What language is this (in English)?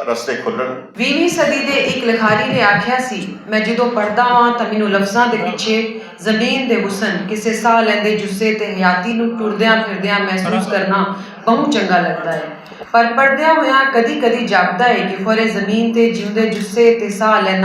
Western Panjabi